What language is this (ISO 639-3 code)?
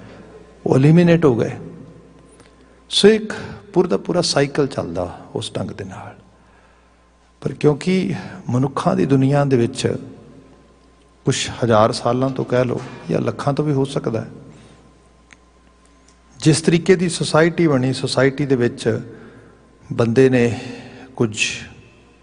pan